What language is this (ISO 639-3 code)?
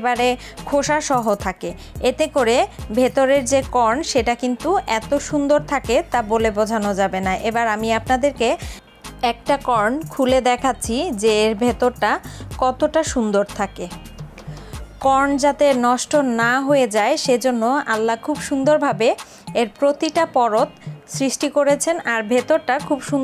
ben